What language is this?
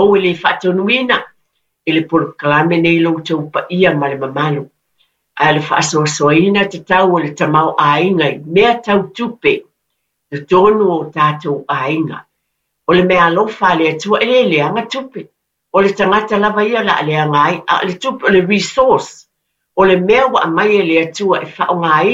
Samoan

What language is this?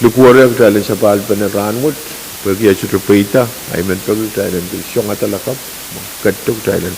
Pohnpeian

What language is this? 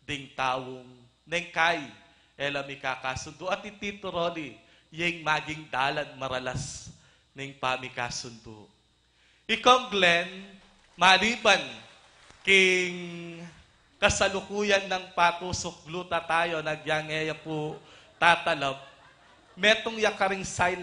Pampanga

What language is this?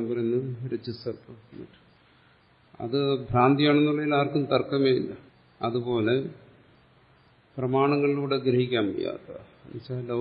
Malayalam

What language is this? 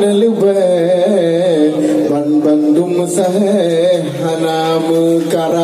Achinese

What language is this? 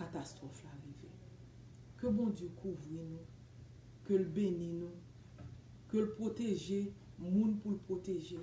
Haitian Creole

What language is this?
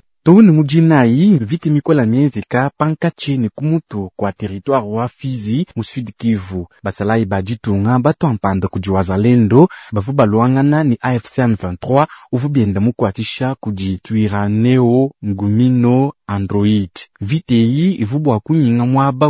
Luba-Lulua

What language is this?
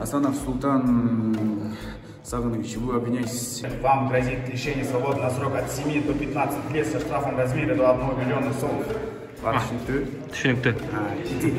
Kyrgyz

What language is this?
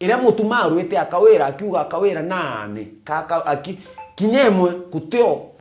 Meru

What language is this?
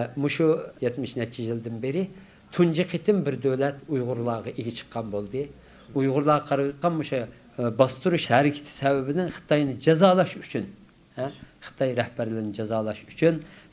Uyghur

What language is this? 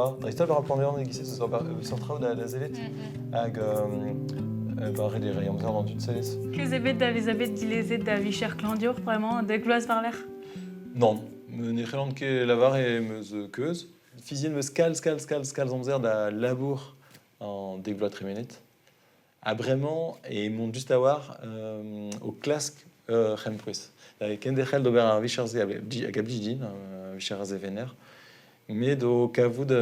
Breton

